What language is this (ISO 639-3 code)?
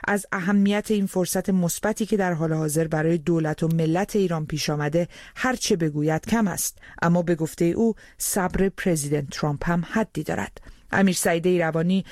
fas